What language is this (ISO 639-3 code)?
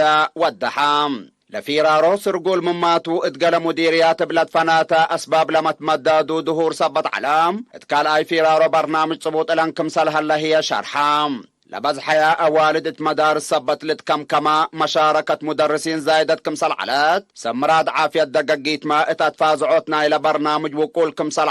tig